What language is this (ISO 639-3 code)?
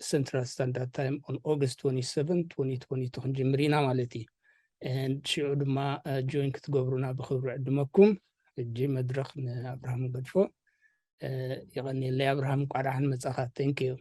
tir